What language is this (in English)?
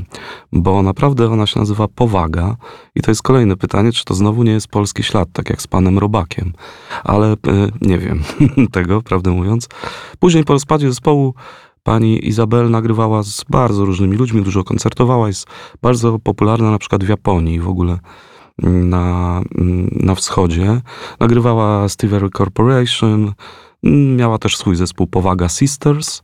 Polish